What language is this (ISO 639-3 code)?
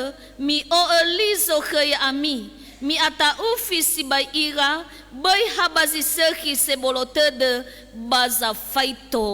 nia